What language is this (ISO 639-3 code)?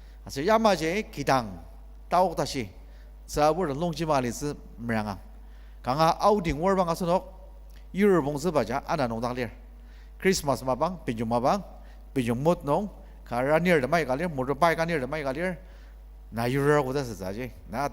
njo